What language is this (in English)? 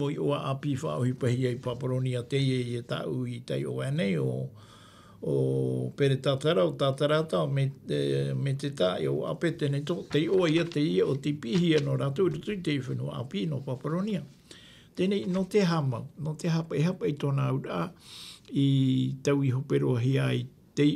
Tahitian